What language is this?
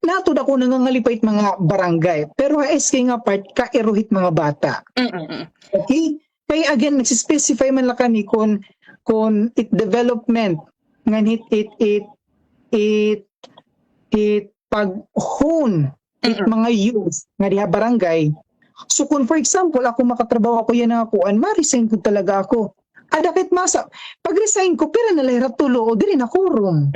Waray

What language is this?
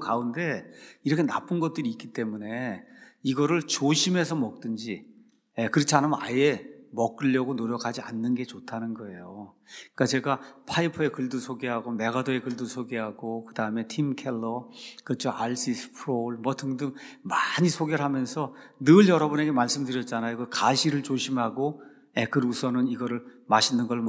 Korean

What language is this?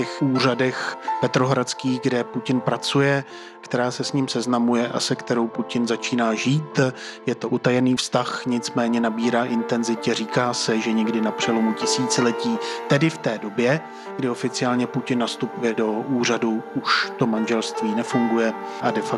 Czech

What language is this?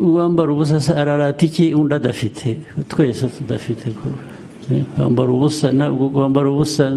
Kinyarwanda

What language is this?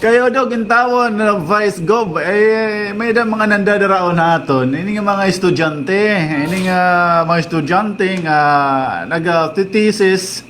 Waray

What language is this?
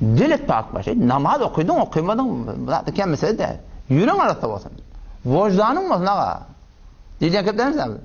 Turkmen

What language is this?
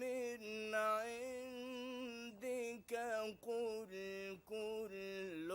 Egyptian Arabic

